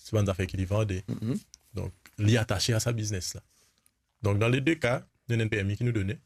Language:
Morisyen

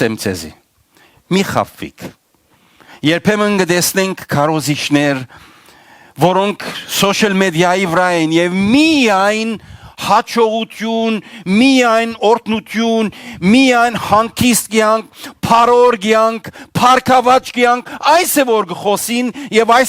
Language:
Western Armenian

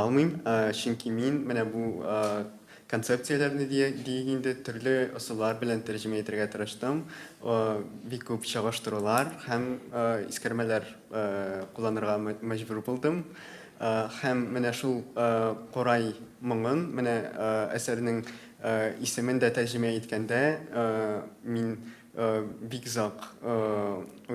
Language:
Tatar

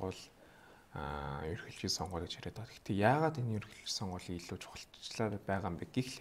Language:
Mongolian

